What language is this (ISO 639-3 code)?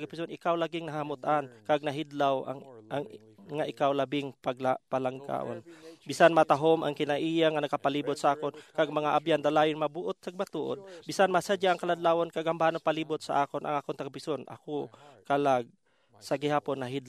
hil